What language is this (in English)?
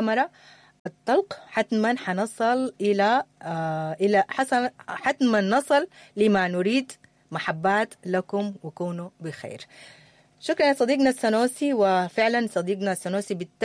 Sudanese Arabic